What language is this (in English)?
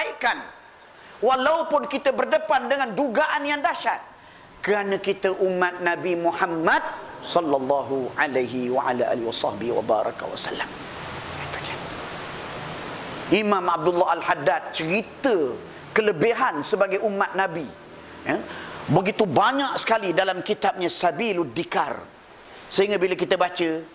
Malay